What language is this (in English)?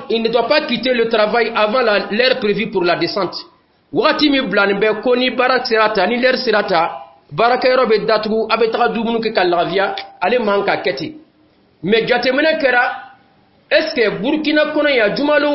Dyula